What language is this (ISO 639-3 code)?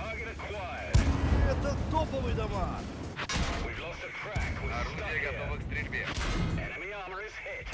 sah